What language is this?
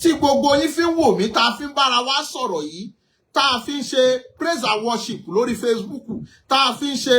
Yoruba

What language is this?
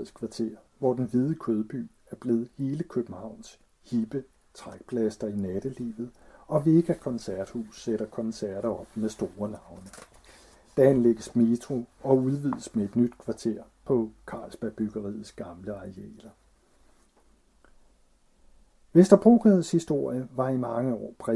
Danish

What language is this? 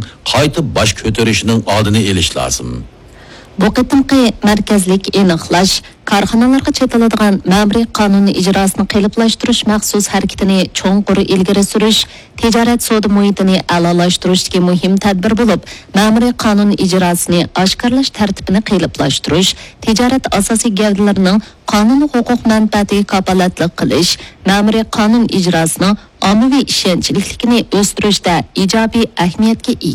Uyghur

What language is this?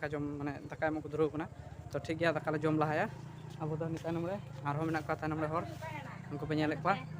Santali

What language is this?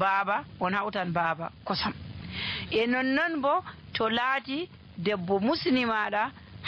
Nigerian Fulfulde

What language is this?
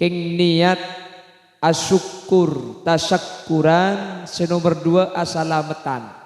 Madurese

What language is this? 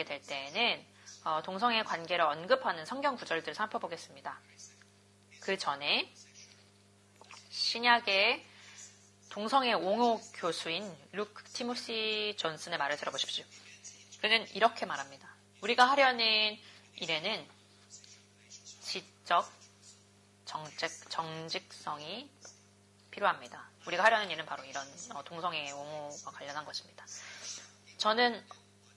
Korean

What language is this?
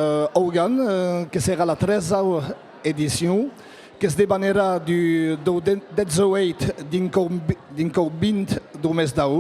Occitan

